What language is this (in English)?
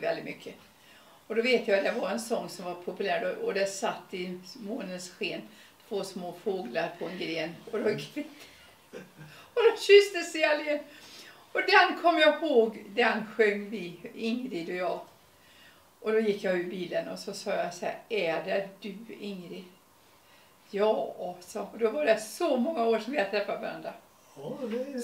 Swedish